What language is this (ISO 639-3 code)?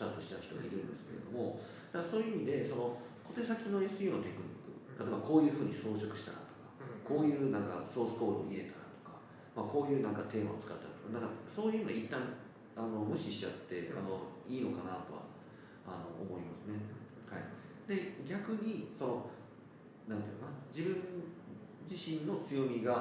jpn